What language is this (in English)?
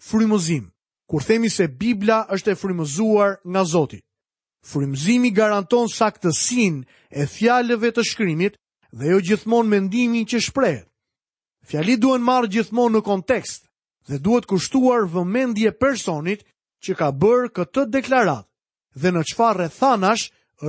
Albanian